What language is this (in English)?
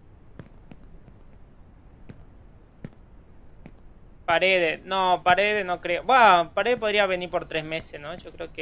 Spanish